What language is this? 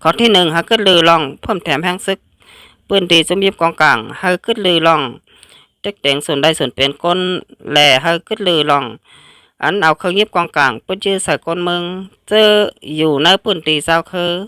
Shan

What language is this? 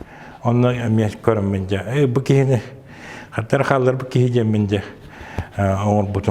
Yakut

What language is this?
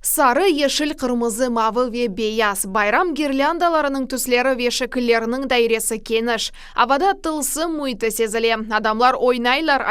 Crimean Tatar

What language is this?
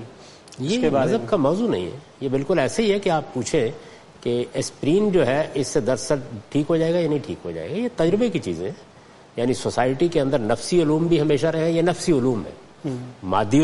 Urdu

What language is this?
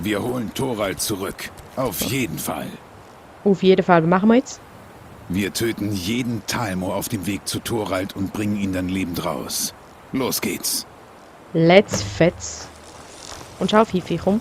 Swiss German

